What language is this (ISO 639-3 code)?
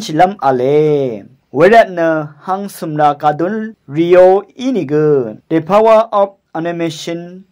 raw